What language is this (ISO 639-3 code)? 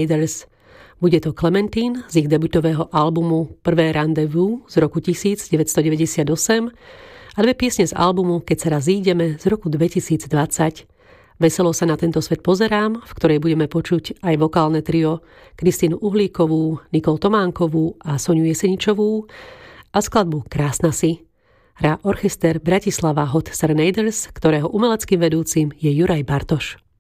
slk